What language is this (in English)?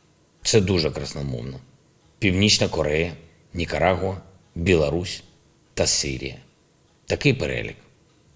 Ukrainian